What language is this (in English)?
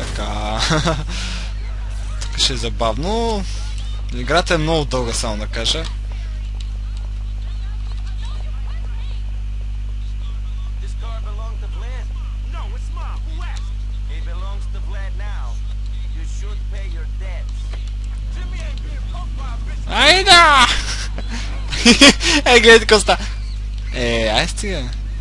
Bulgarian